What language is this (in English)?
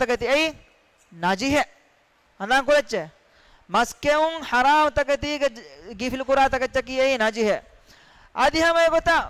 Divehi